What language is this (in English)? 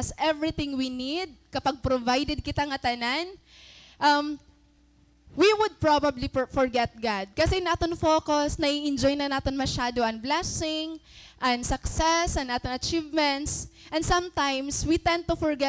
Waray